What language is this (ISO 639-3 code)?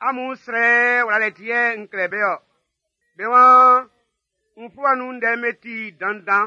bci